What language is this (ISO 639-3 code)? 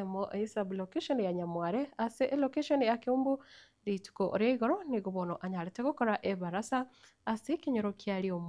guz